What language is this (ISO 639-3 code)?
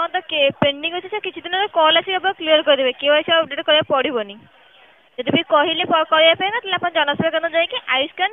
ori